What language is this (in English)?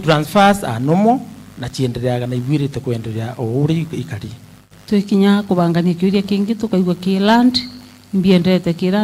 Meru